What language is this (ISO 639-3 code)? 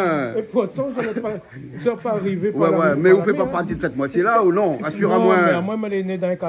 rcf